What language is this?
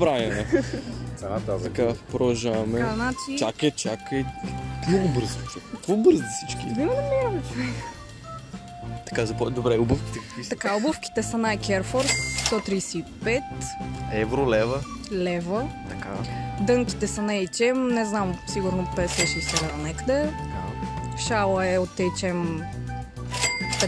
Bulgarian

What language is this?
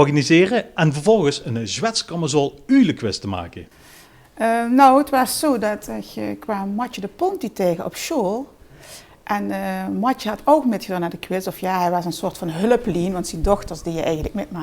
Limburgish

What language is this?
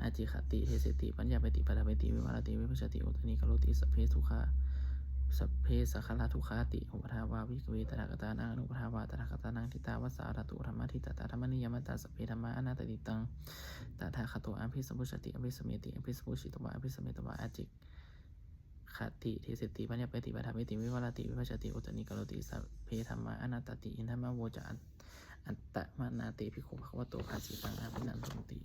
Pali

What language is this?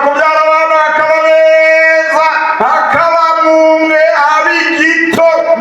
Rundi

